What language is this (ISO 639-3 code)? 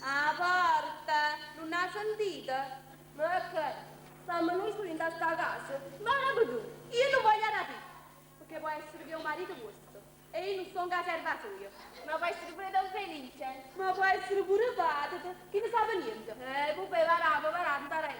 nap